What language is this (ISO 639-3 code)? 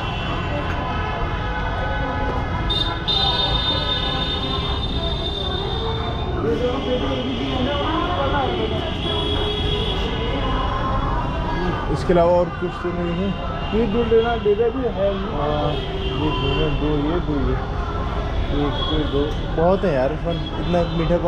hin